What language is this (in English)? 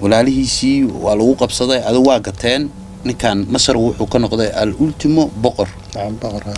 Somali